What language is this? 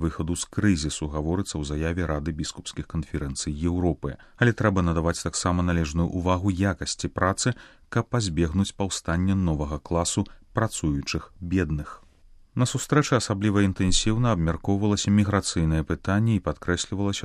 Belarusian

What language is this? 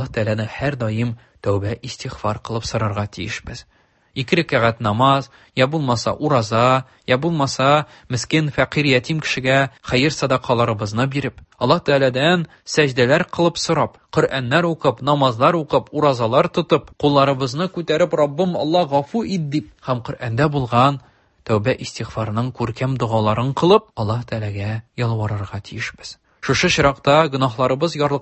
Tatar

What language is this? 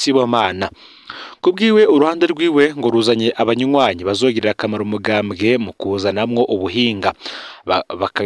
Rundi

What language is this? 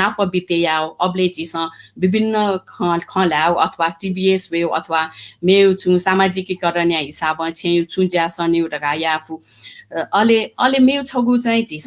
Newari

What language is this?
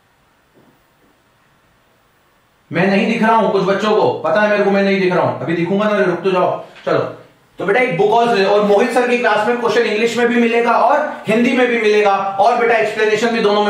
Hindi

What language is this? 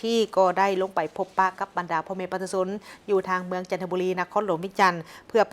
Lao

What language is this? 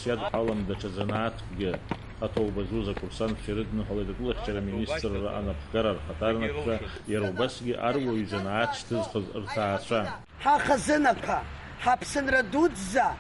Abkhazian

